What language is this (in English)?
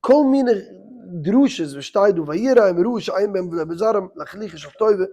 Yiddish